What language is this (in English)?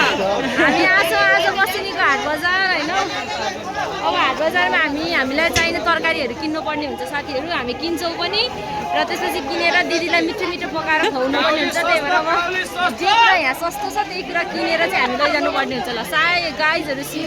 Nepali